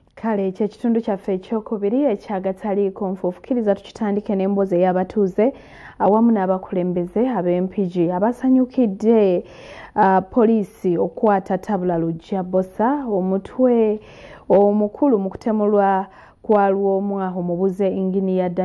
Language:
Ganda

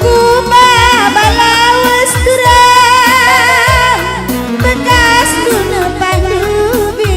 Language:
Batak Karo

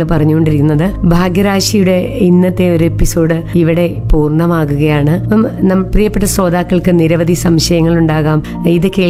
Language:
Malayalam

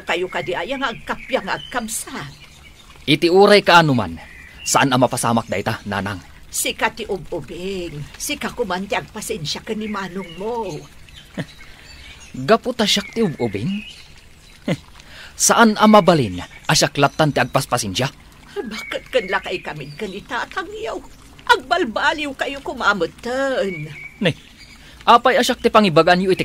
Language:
Iloko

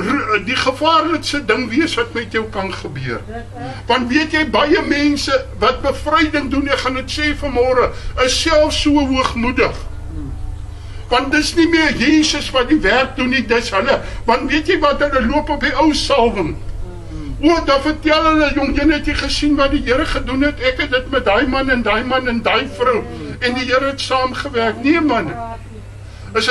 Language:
Afrikaans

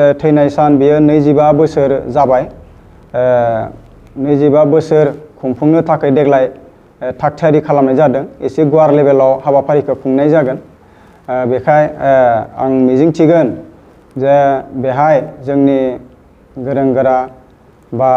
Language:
Bodo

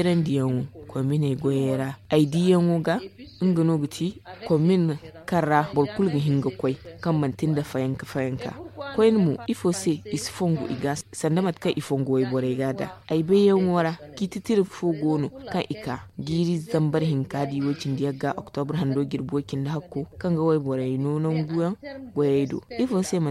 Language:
Zarma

